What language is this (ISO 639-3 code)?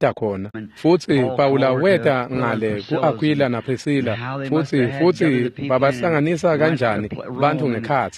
ssw